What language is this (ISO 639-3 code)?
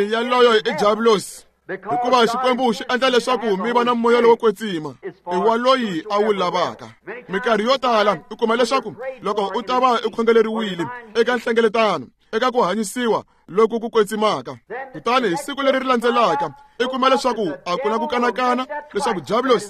tso